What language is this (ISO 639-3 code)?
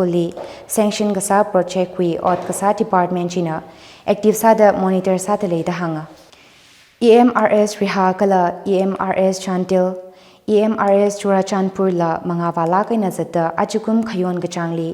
nmf